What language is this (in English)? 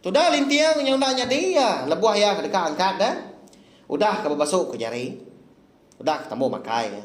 Iban